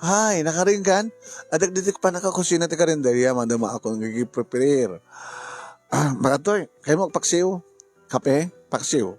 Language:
Iloko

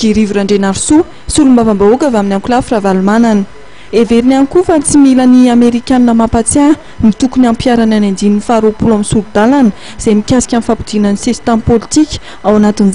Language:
Malagasy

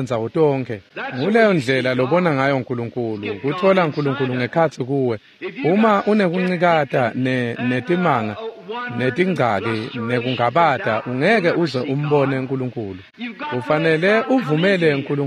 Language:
Swati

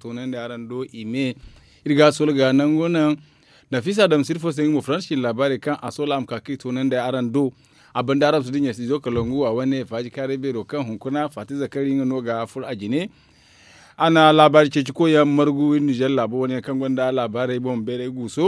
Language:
Zarma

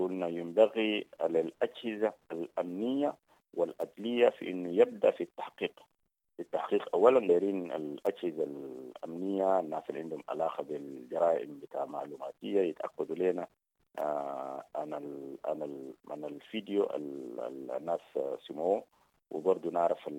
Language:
Sudanese Arabic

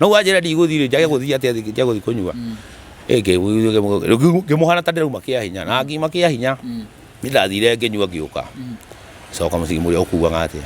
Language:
Kikuyu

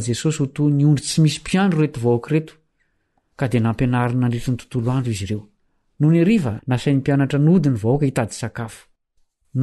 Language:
Malagasy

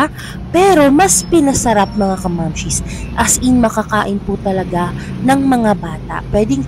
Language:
Filipino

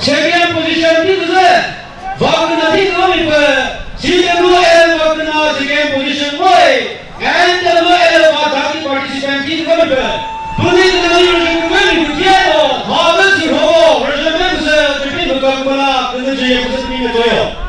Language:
Chokri Naga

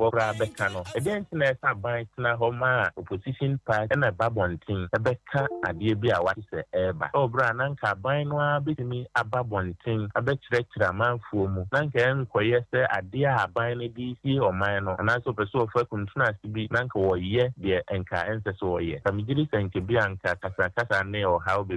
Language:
Akan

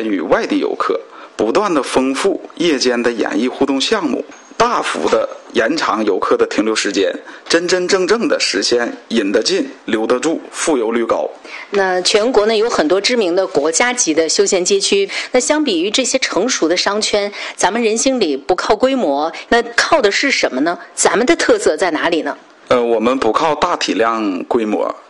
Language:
Chinese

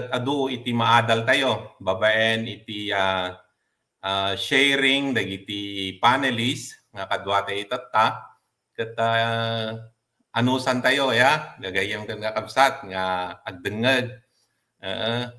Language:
Iloko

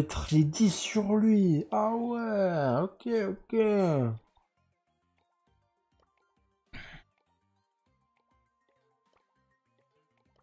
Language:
French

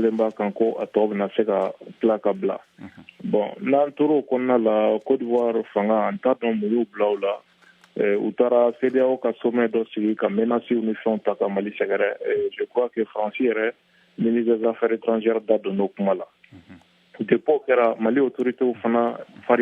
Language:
Bambara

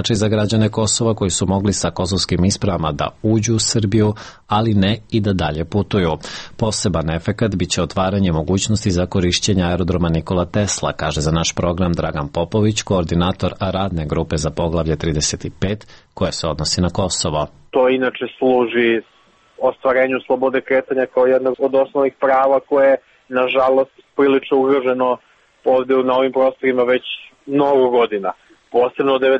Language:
Serbian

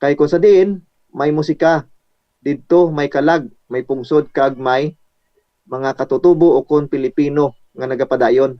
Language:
Hiligaynon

